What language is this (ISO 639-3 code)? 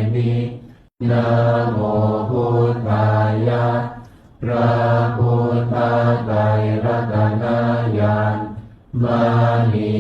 pli